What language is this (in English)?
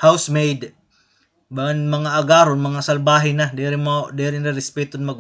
Waray